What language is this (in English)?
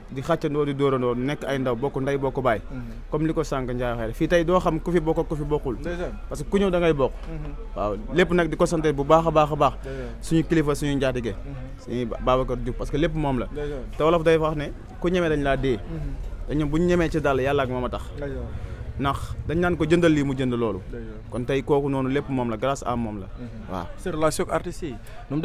Wolof